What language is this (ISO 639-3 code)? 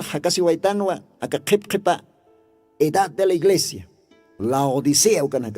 aym